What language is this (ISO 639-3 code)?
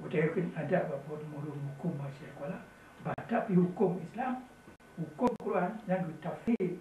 ace